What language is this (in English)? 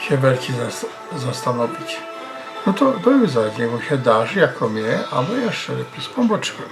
Silesian